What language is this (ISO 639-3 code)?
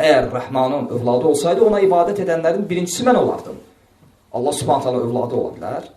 aze